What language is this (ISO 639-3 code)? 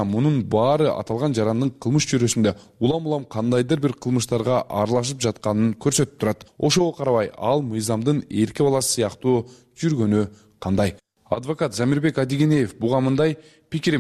kir